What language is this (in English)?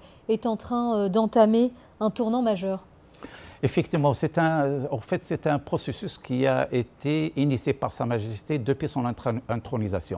French